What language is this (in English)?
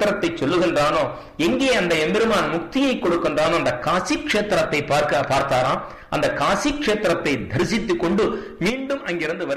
Tamil